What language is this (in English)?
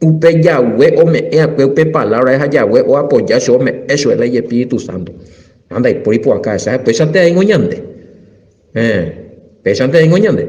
Guarani